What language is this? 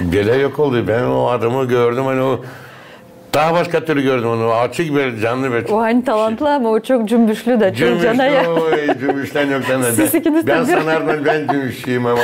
Gagauz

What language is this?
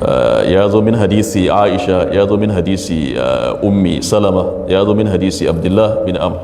Hausa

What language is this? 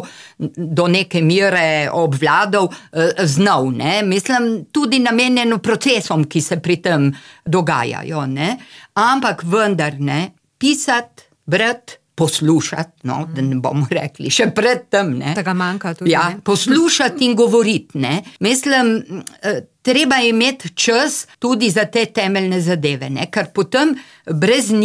Slovenian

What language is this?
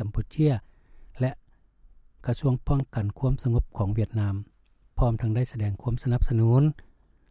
Lao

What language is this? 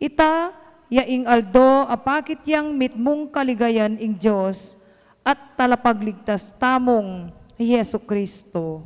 Pampanga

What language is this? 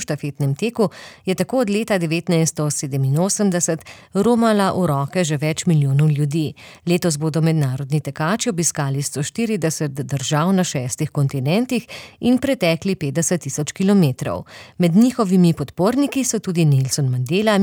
Slovenian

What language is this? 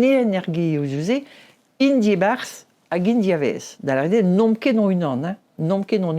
Breton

